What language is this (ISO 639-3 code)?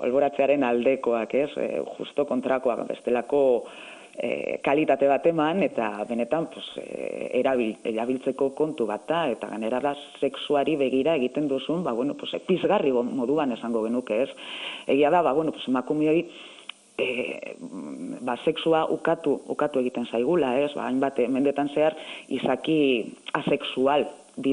eus